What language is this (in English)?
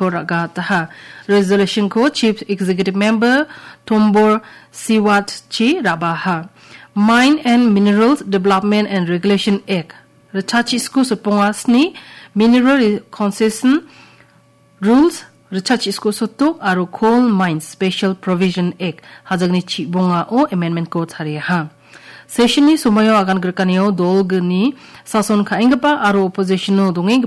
Garo